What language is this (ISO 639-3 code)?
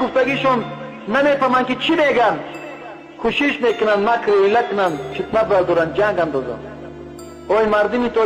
tgk